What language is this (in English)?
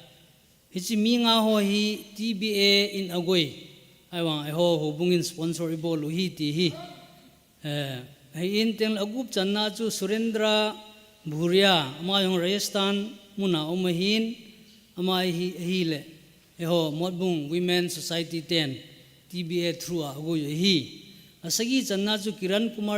Thado Chin